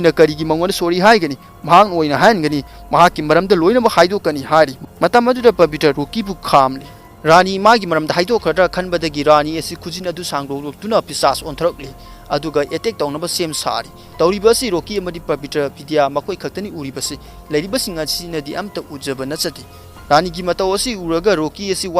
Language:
Manipuri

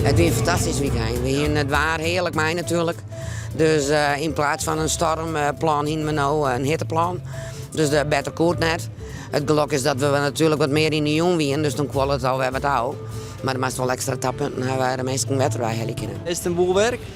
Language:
Western Frisian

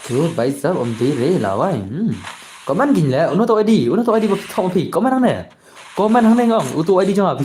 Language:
Khasi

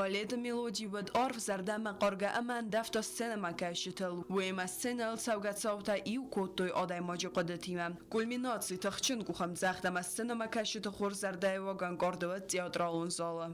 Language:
Ossetic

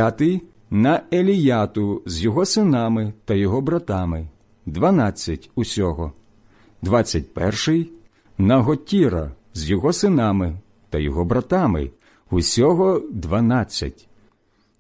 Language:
Ukrainian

